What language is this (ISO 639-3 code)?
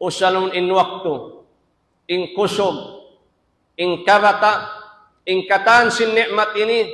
tsg